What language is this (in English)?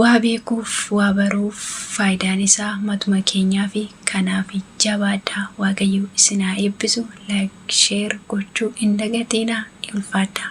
Oromo